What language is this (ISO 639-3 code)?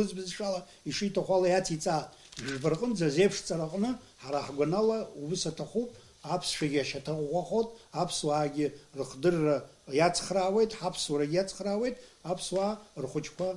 abk